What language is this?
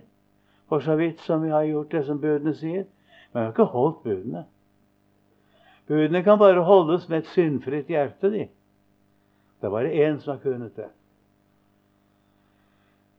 Norwegian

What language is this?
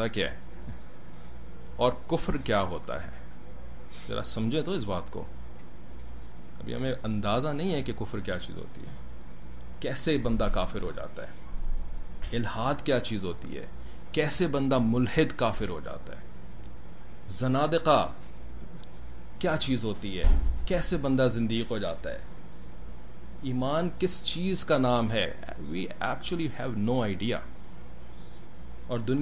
Urdu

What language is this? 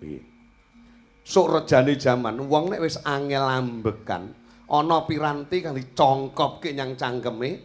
Javanese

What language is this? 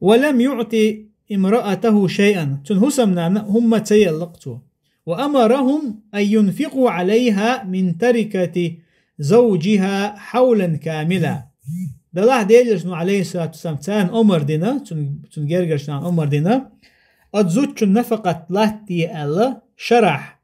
Chechen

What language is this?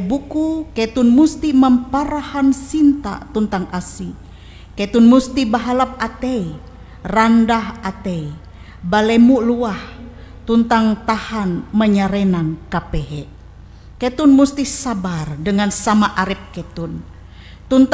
Ngaju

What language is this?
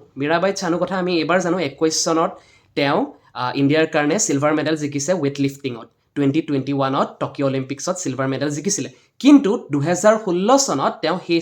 Assamese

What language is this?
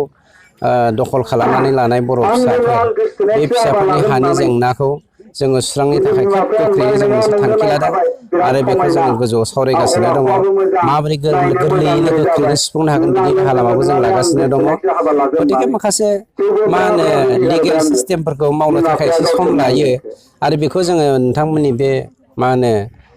Bodo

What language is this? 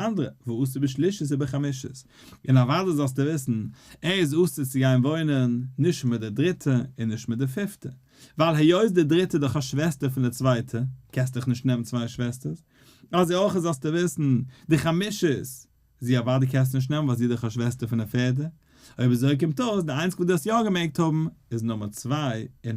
Yiddish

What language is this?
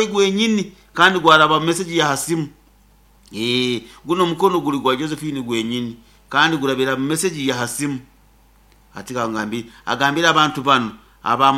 Nyankole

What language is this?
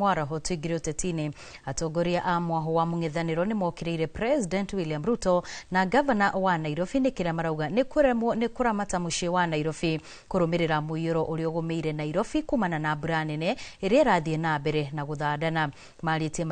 Kikuyu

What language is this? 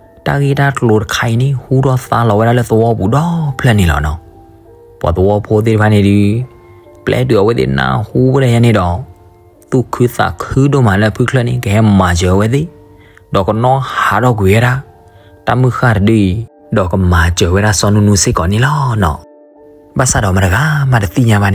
S'gaw Karen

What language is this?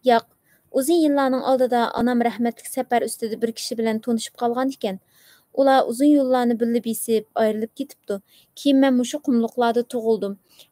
Uyghur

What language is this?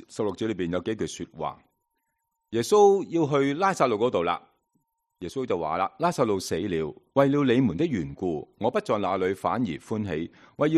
Cantonese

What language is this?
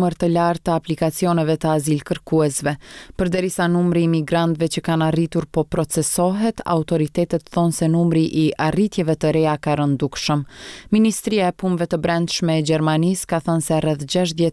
Albanian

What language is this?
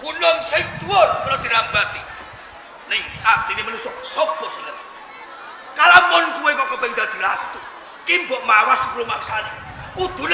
Javanese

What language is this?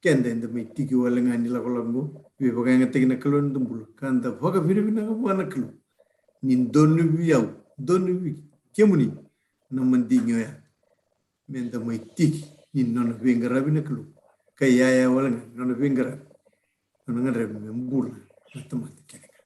Fijian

